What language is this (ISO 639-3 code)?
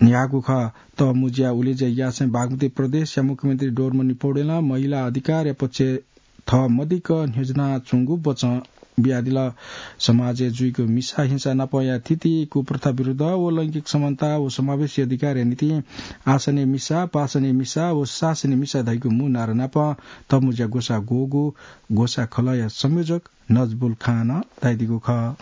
new